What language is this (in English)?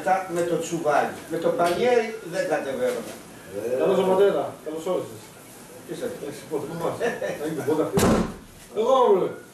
Greek